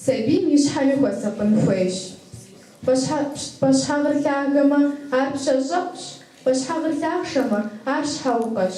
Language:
Kabardian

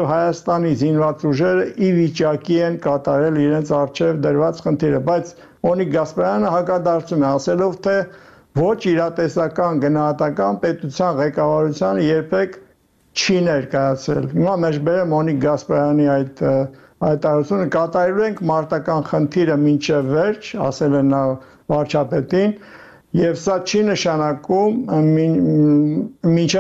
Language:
Armenian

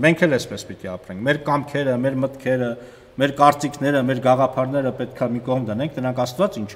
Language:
Armenian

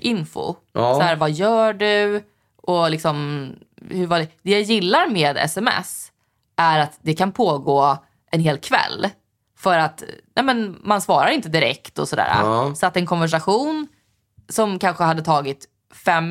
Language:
Swedish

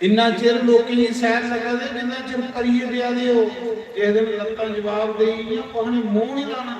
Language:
Dogri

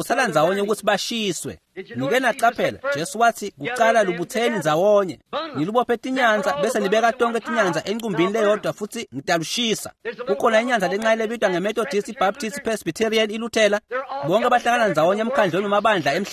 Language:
Swati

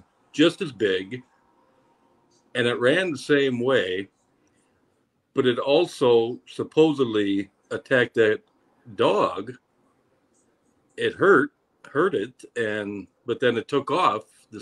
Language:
English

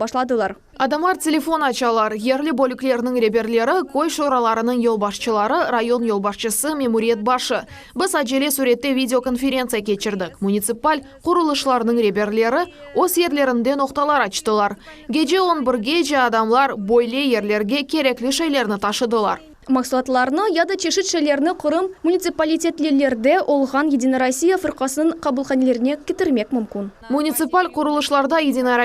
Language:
Crimean Tatar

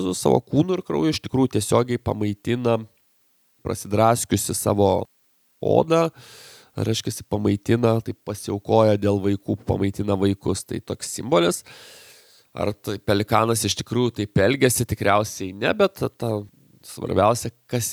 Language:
Lithuanian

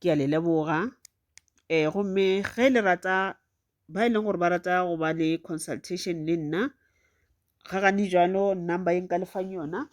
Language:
Northern Sotho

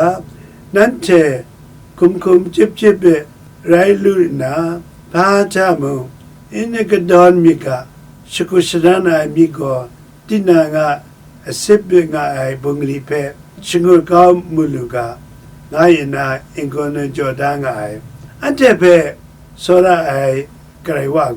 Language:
Kachin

